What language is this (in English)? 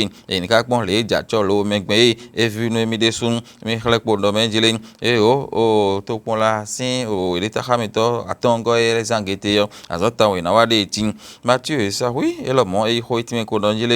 Fon